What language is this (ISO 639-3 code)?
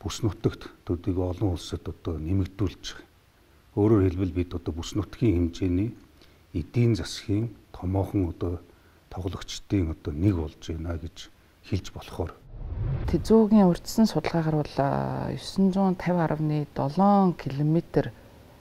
mon